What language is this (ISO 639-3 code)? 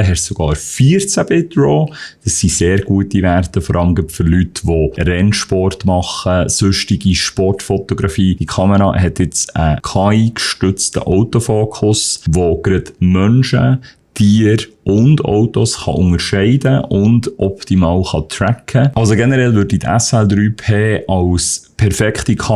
gsw